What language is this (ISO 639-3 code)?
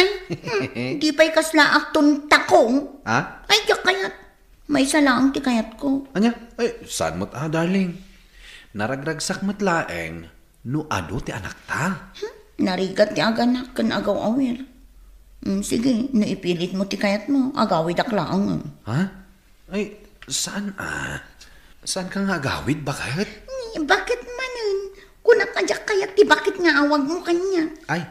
ilo